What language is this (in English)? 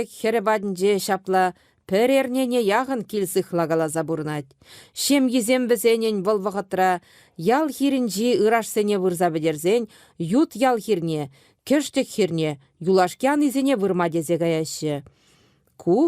Chuvash